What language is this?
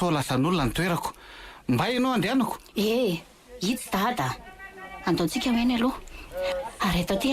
Malagasy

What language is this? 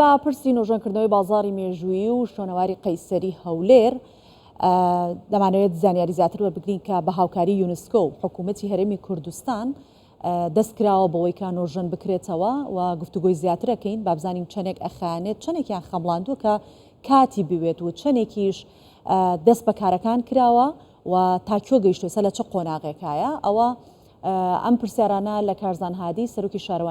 Central Kurdish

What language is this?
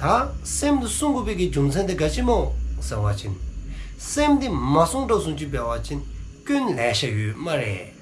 Dzongkha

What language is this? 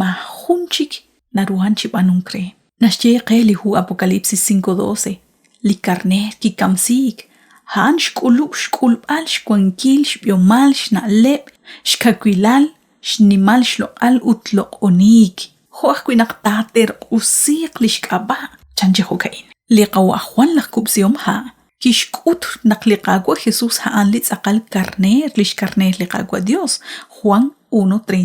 Kekchí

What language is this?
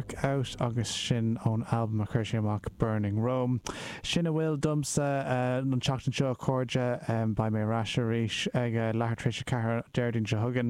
Irish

